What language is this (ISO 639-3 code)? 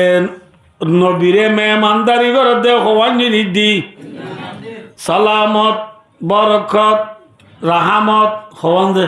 rhg